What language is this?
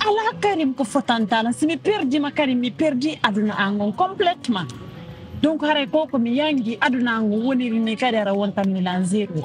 Pular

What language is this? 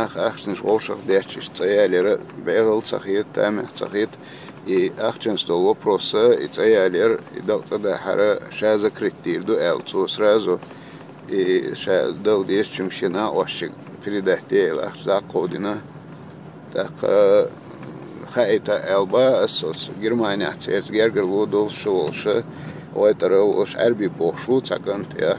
Chechen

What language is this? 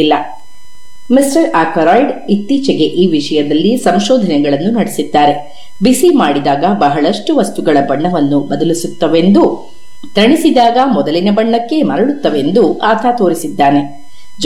Kannada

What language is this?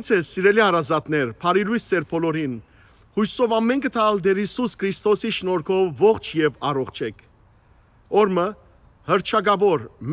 Western Armenian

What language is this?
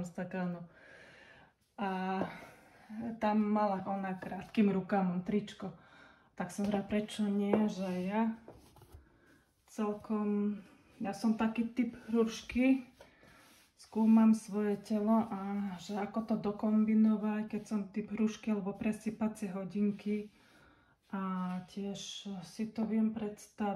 Slovak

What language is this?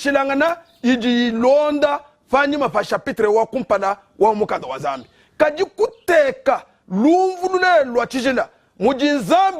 Luba-Lulua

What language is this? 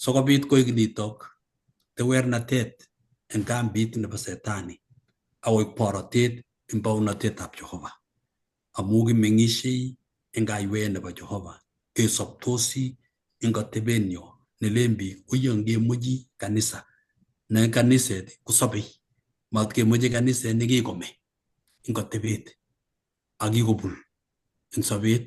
Kalenjin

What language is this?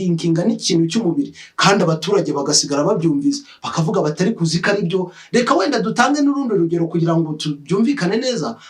Kinyarwanda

